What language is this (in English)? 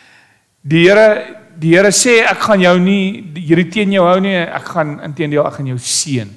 Afrikaans